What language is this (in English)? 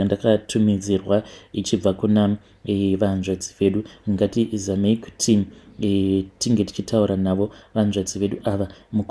Shona